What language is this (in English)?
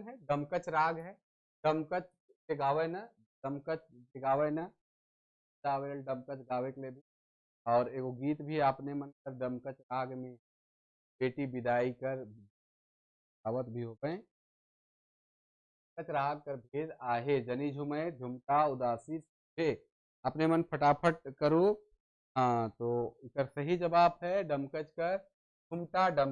Sadri